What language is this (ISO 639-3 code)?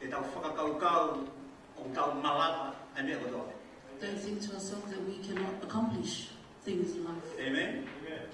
ton